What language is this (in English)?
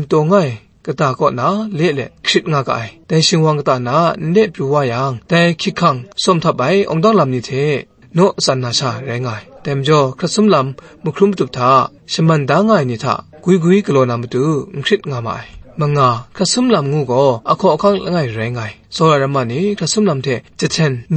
Kachin